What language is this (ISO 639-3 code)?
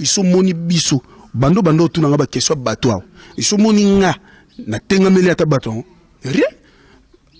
lin